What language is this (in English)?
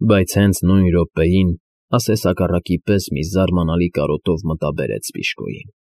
Armenian